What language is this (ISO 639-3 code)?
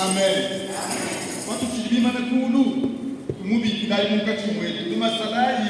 lua